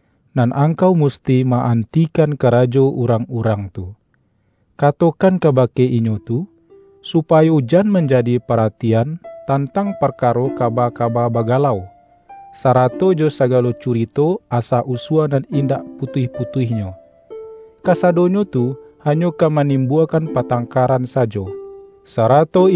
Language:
Minangkabau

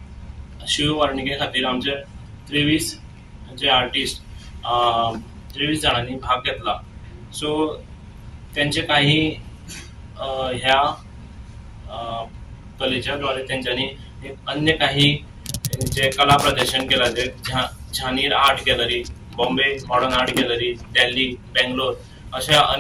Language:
Konkani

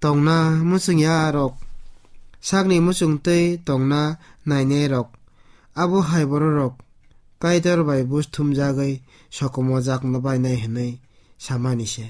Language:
Kok Borok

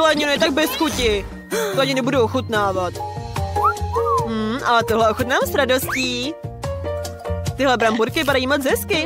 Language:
Czech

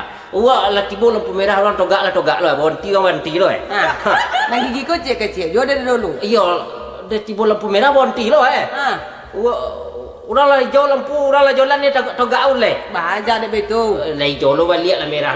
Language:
Minangkabau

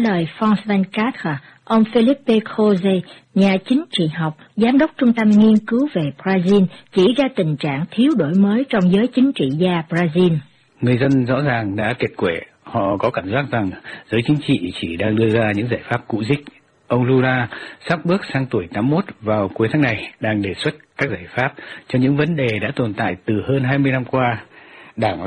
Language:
Vietnamese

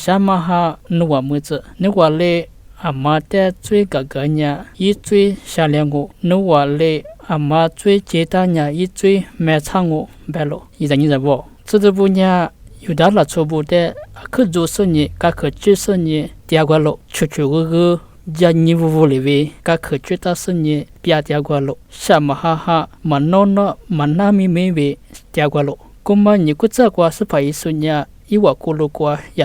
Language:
Lisu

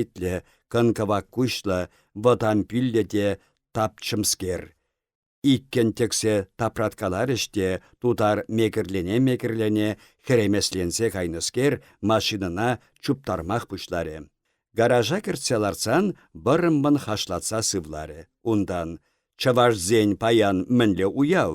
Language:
Chuvash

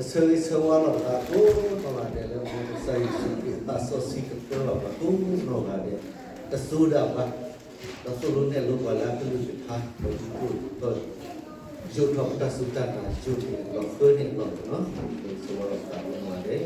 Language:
S'gaw Karen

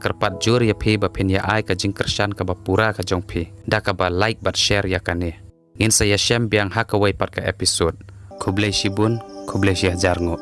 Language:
Khasi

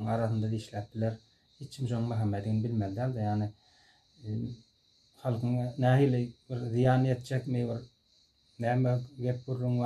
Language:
Turkmen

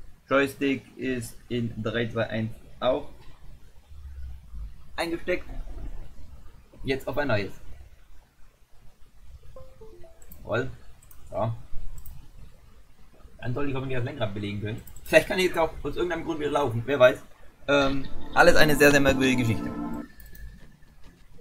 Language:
German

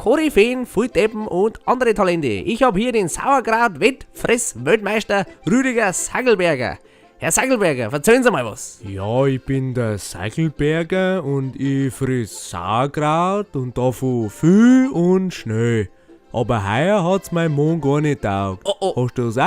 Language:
Bavarian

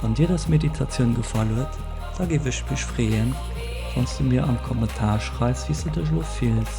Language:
Luxembourgish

